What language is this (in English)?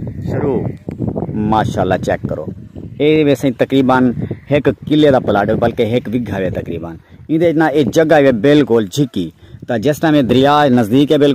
Saraiki